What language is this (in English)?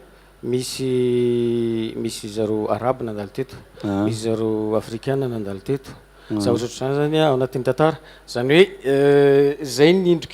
Malagasy